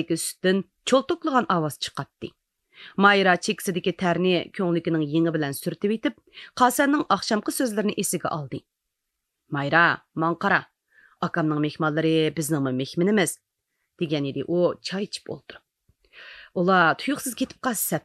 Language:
Uyghur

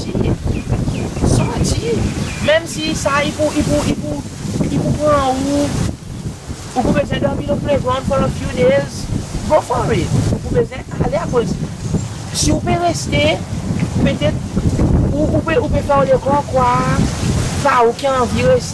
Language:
Seselwa Creole French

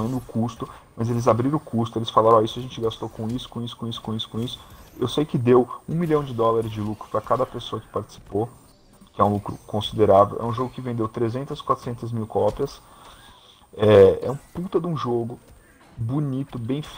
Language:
Portuguese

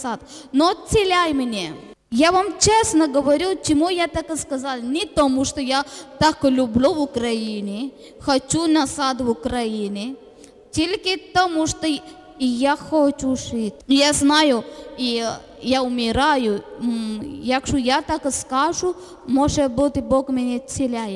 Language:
Ukrainian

